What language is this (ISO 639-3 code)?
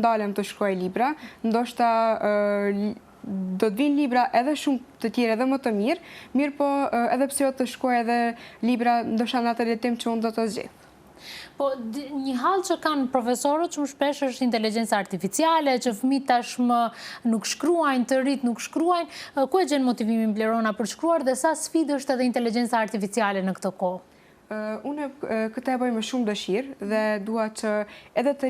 sqi